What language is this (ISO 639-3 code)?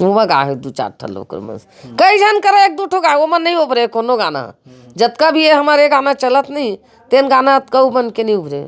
hne